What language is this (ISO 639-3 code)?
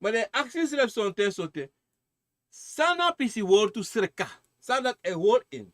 srn